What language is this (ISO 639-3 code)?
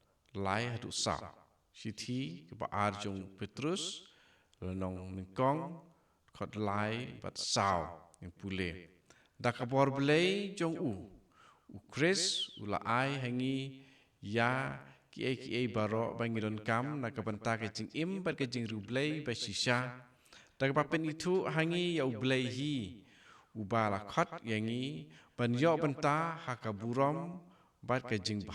kha